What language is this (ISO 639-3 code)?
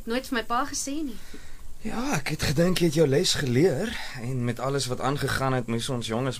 afr